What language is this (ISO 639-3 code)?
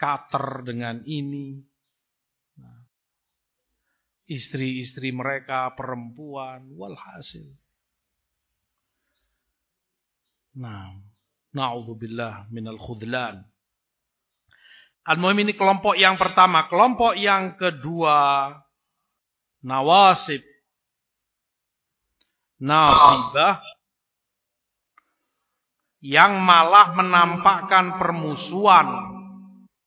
ind